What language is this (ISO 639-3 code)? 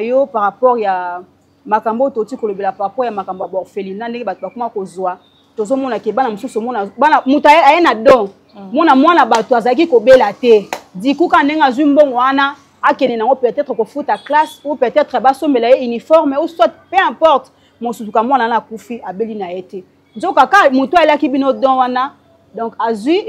lin